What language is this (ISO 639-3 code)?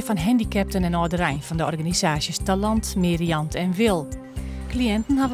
fry